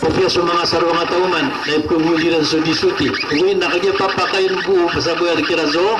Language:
Maranao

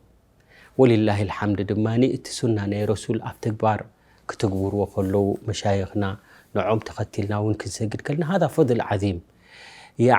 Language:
Tigrinya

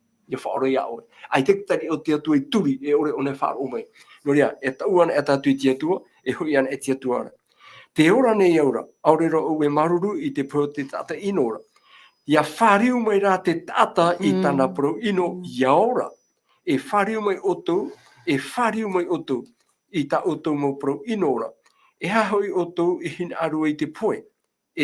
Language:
Tahitian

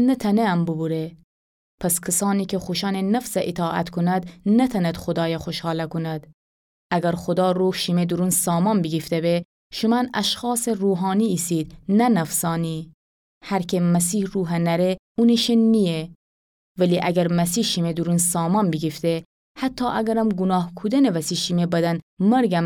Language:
Gilaki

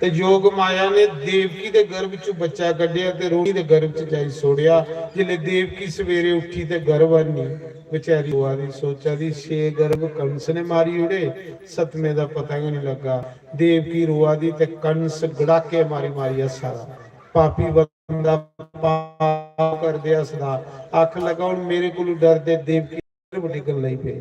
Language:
Dogri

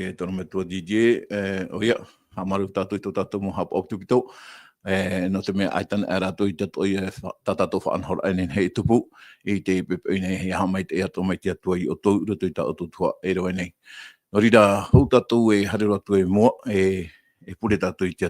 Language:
Tahitian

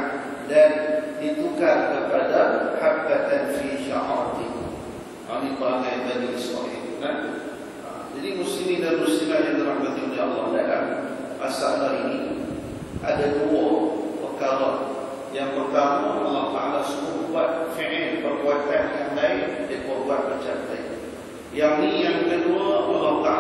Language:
Malay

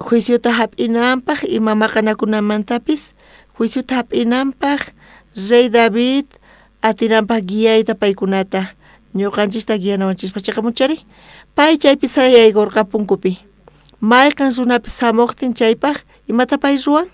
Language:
South Bolivian Quechua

